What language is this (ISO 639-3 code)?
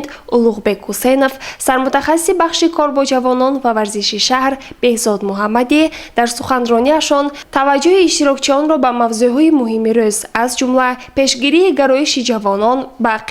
tgk